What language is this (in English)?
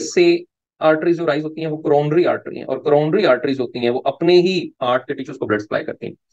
Hindi